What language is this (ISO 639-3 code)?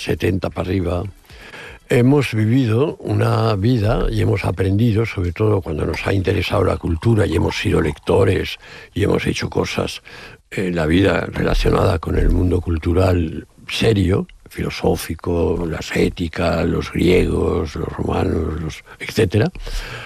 spa